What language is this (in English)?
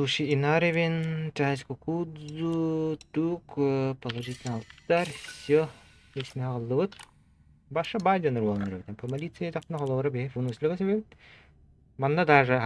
Yakut